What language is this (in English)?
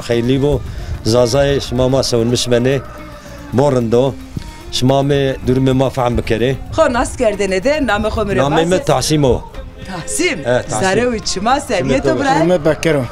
Zaza